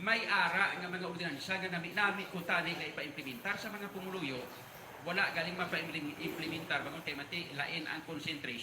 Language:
Hiligaynon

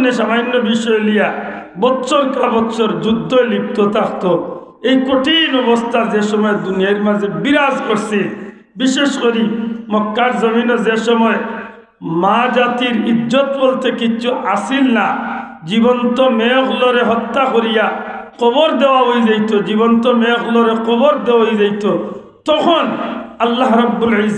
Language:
Sylheti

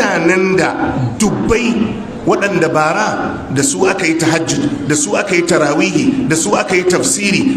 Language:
Hausa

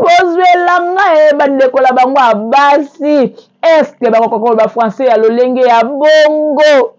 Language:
Lingala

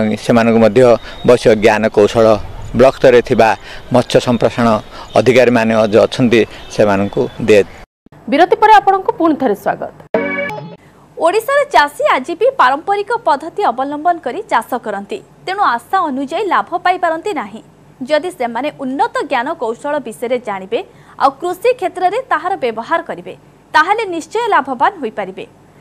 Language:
Odia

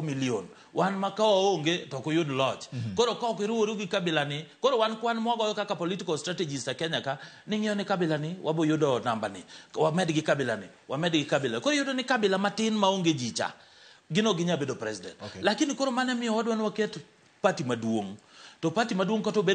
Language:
Luo (Kenya and Tanzania)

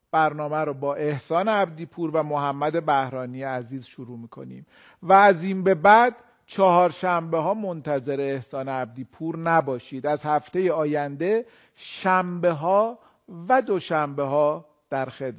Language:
Persian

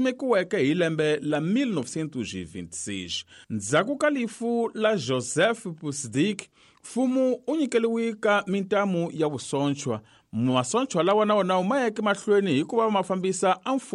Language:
Tsonga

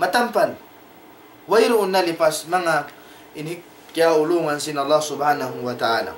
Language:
Tausug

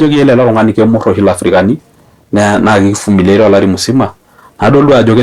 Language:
Masai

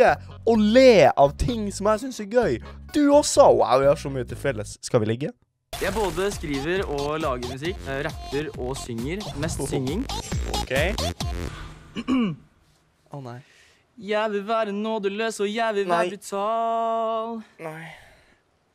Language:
Norwegian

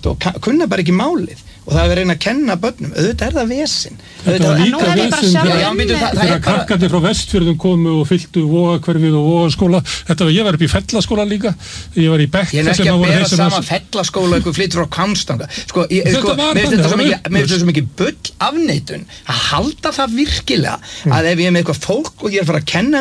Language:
Icelandic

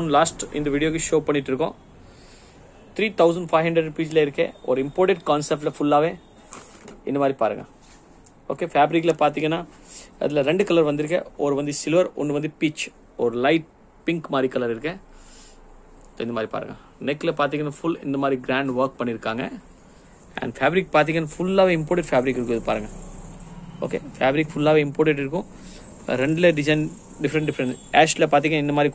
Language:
Tamil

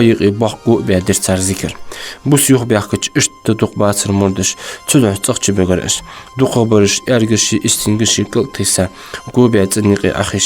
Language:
Ingush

